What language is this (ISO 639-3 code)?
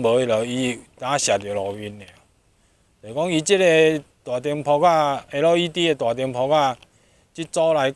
nan